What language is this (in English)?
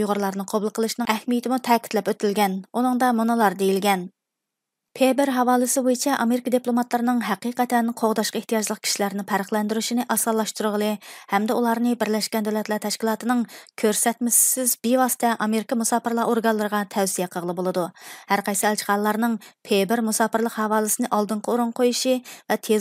Uyghur